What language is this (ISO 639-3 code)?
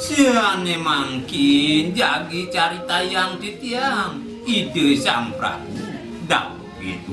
ban